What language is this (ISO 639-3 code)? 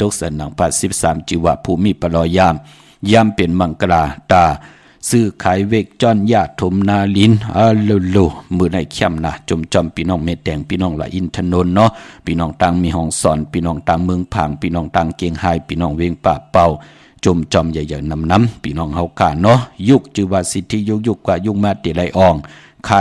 shn